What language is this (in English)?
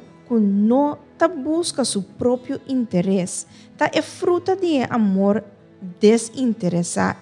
Papiamento